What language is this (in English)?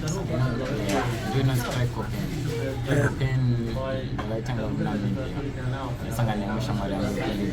Shona